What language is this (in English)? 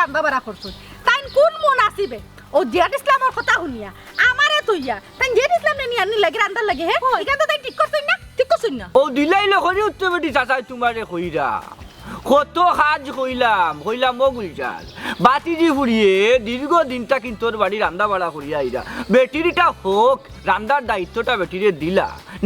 Sylheti